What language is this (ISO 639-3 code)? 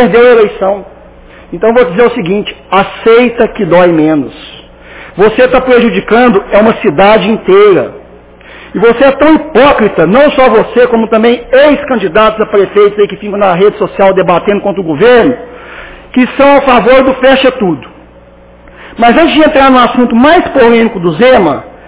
por